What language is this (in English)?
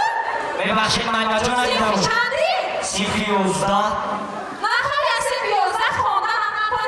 Tajik